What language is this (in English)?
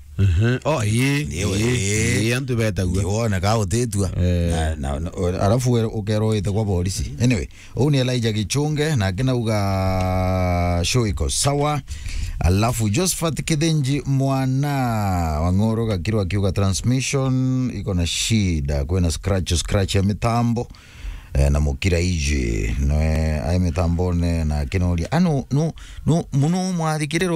Meru